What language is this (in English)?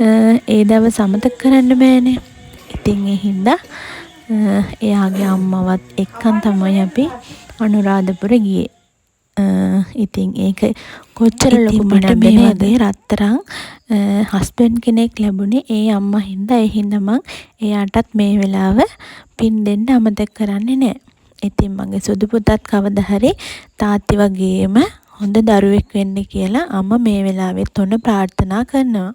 Sinhala